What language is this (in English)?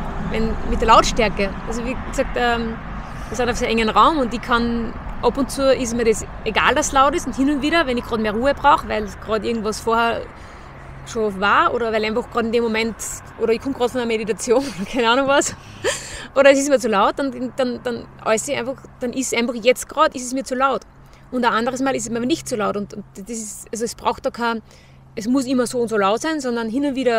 German